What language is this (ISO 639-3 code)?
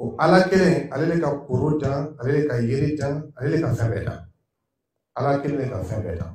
dyu